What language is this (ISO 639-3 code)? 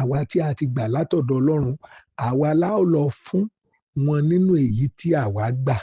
yor